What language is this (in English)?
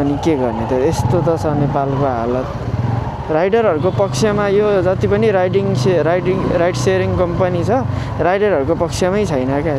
Nepali